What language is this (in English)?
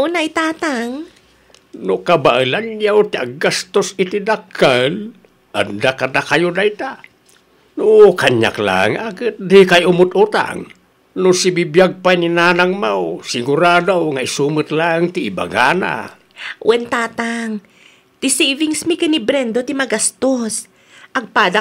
Iloko